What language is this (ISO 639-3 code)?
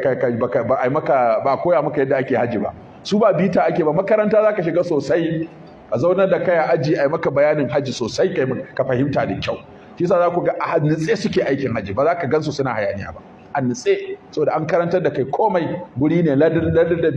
hau